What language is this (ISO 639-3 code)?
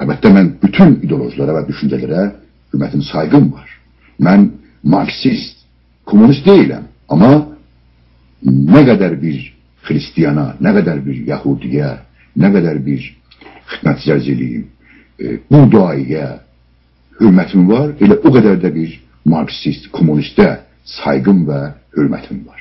azb